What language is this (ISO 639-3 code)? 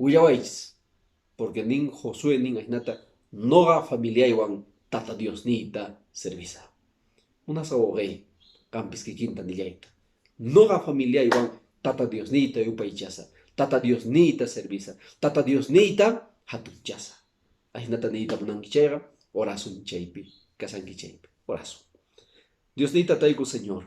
que